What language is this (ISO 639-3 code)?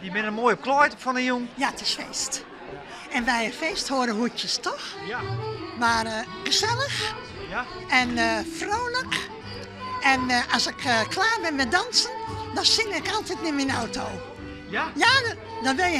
fry